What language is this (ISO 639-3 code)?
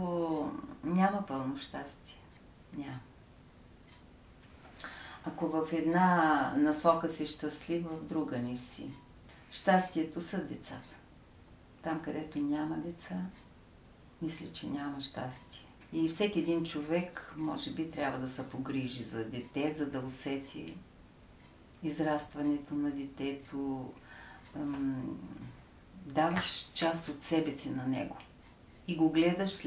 bul